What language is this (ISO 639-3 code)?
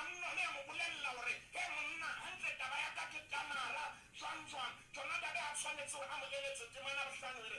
sot